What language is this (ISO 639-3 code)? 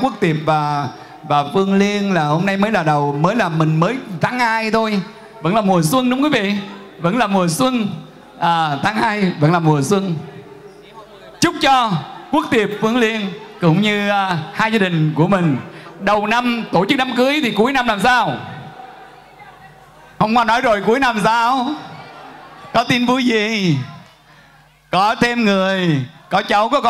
vie